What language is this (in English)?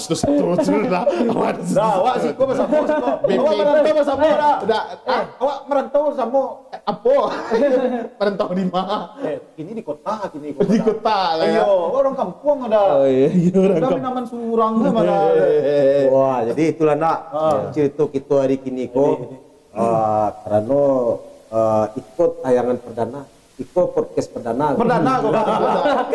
Minangkabau